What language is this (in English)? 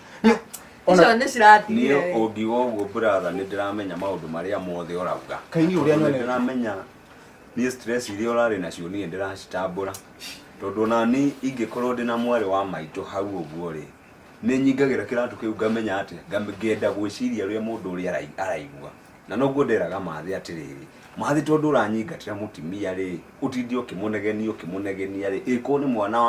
Kikuyu